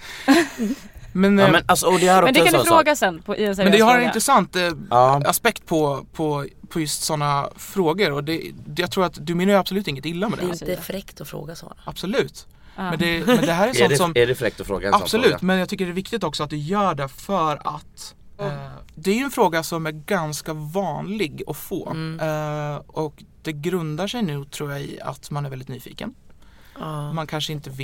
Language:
Swedish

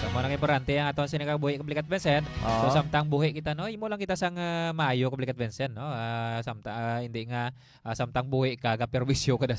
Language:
Hiligaynon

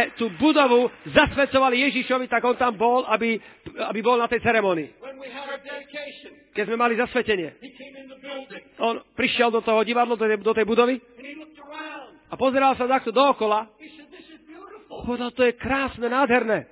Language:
Slovak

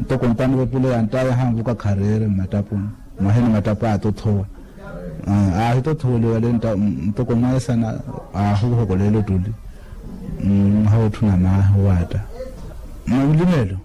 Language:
Makhuwa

